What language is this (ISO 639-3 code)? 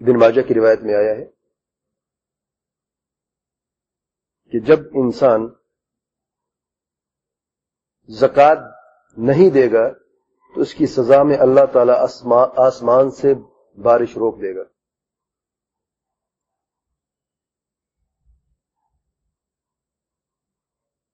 urd